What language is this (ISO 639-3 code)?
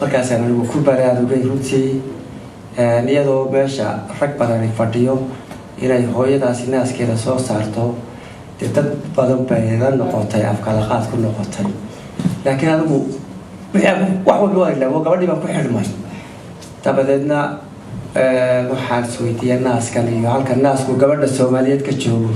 som